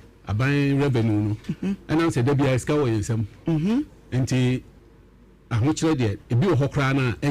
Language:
Akan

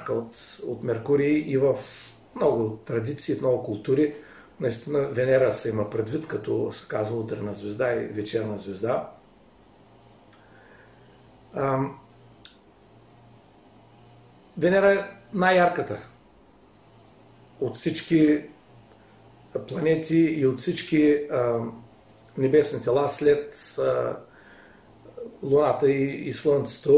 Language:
Bulgarian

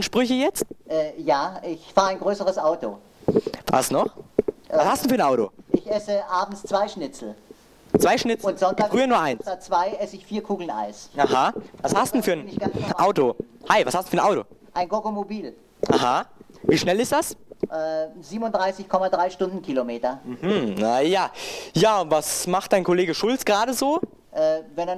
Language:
German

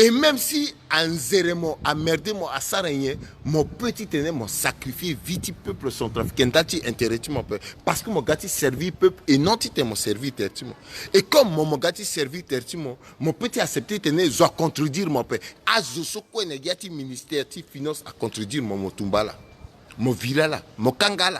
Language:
Sango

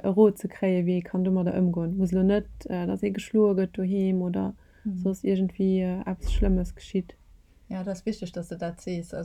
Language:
Luxembourgish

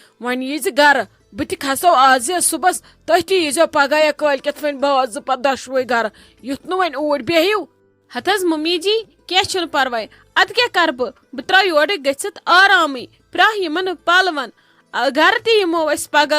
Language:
Kashmiri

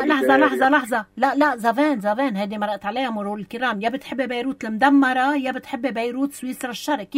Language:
North Levantine Arabic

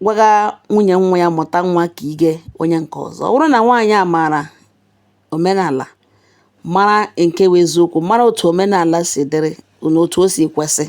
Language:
Igbo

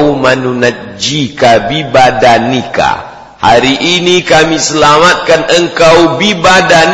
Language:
Indonesian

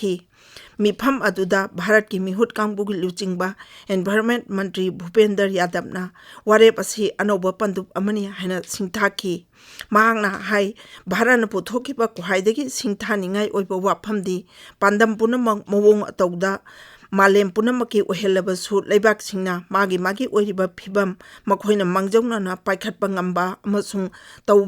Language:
Manipuri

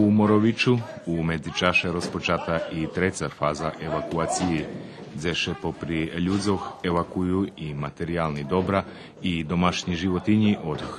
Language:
Rusyn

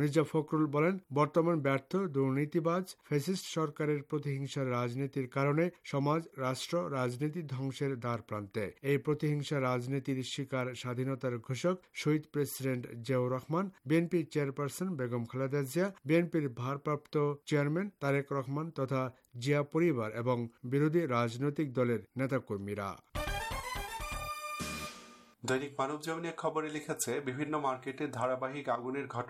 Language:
Bangla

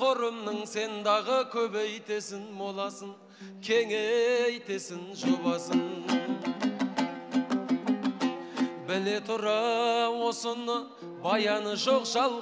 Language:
Kazakh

